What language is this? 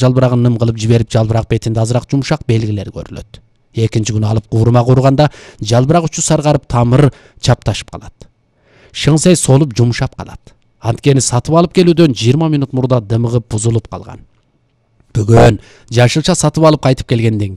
Kyrgyz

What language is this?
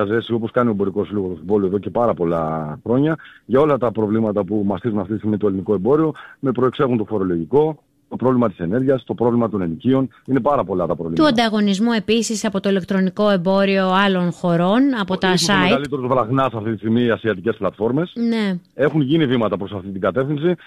Greek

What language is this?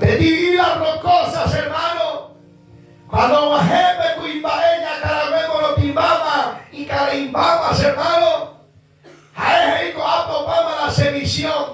Guarani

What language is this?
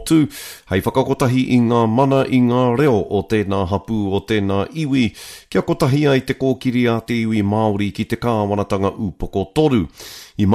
Māori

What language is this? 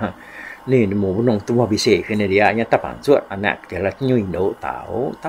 Iban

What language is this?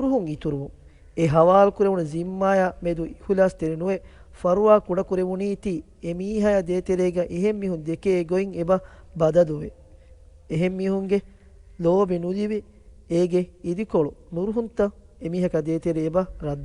Divehi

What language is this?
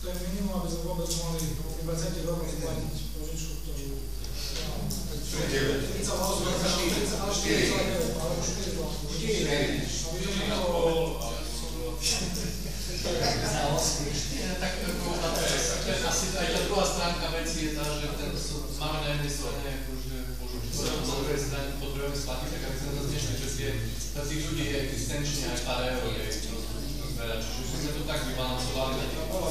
Slovak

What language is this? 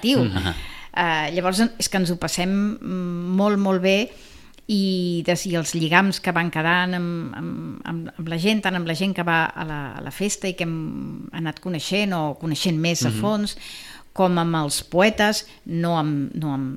Catalan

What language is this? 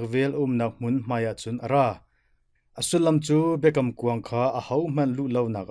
Hakha Chin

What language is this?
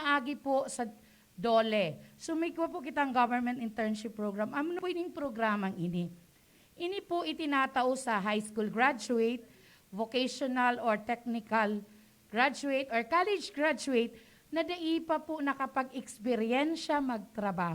Bikol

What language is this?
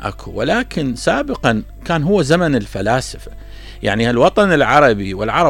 Mesopotamian Arabic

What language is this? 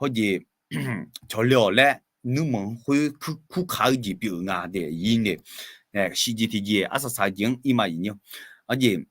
Akha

